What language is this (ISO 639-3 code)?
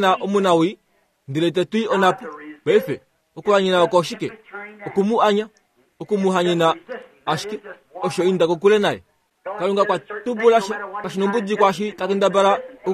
kua